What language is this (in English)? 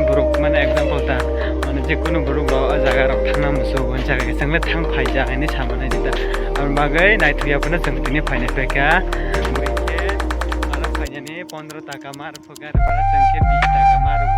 Kok Borok